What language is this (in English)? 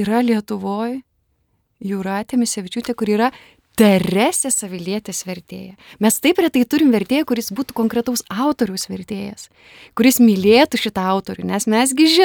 Lithuanian